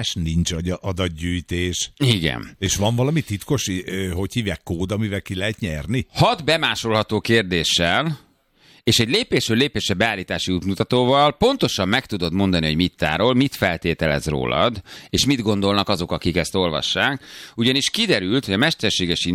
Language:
Hungarian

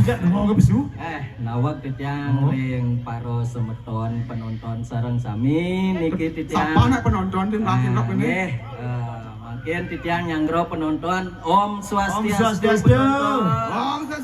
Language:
Balinese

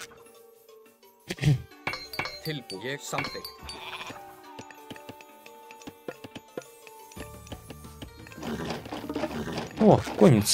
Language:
Icelandic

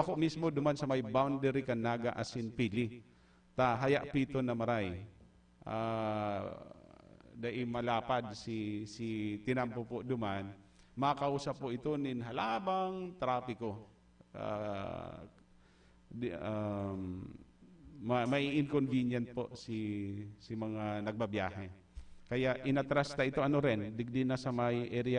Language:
Bikol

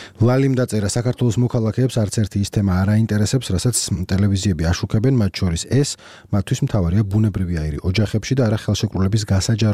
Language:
Georgian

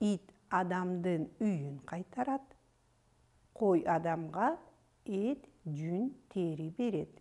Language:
Kyrgyz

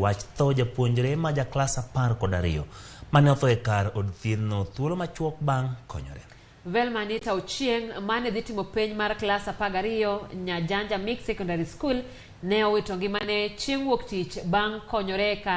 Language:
Luo (Kenya and Tanzania)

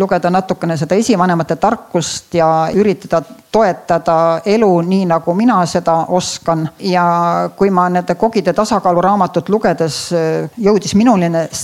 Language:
Estonian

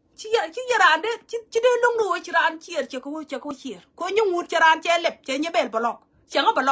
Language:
Nuer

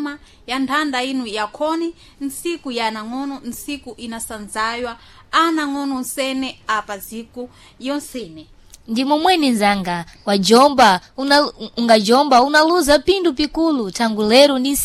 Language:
Sena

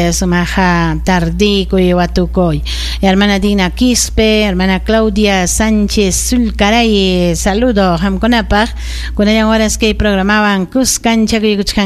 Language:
Ayacucho Quechua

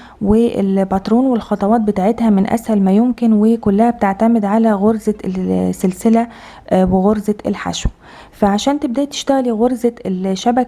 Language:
Egyptian Arabic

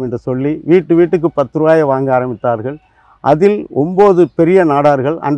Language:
Tamil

